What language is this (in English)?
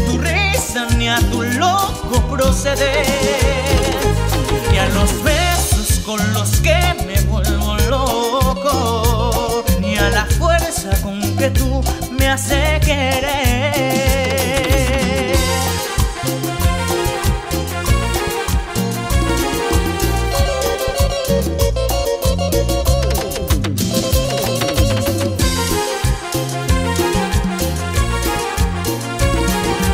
Spanish